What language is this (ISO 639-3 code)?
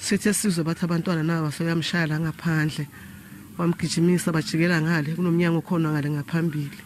zul